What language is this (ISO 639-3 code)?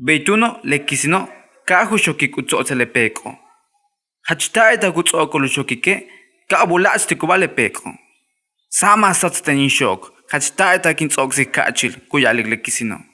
yua